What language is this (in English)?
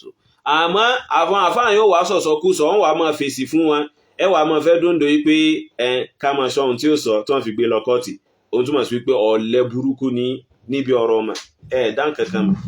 Yoruba